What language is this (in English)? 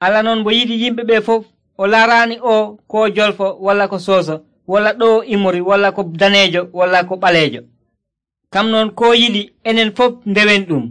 Nigerian Fulfulde